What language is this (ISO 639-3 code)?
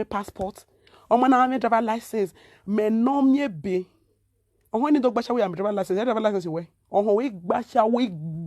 pcm